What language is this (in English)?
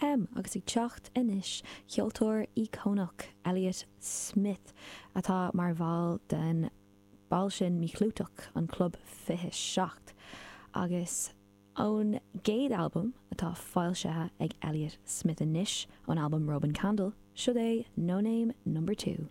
Irish